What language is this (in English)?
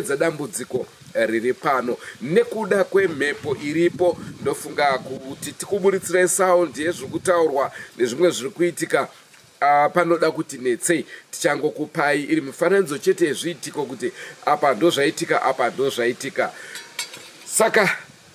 Shona